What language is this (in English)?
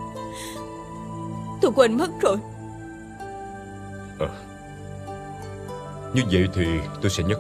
Vietnamese